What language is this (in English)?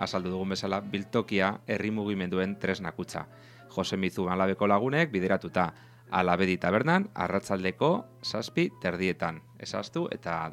Basque